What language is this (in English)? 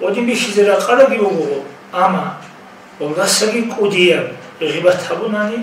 Avaric